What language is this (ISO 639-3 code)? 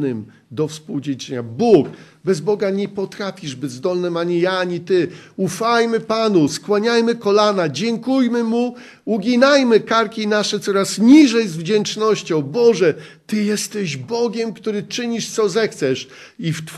pol